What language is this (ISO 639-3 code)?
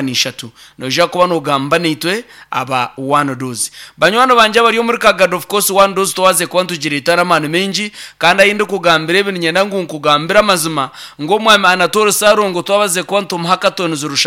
nyn